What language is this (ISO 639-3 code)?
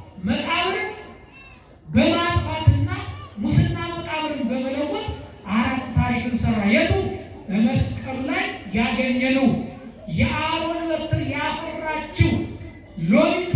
amh